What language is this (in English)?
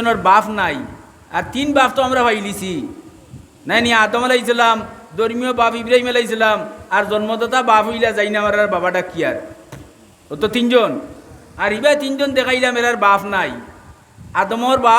Sylheti